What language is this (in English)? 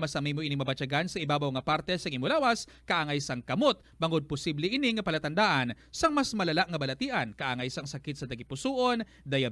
Hiligaynon